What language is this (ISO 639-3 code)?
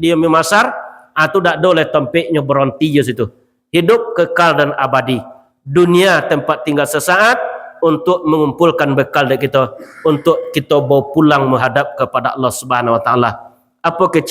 min